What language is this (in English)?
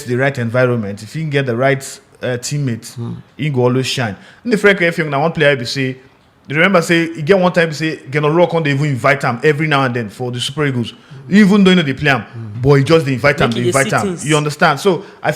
Nigerian Pidgin